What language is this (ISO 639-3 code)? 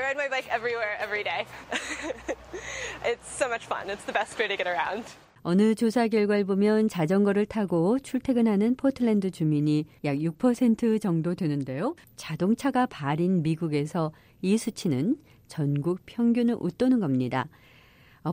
kor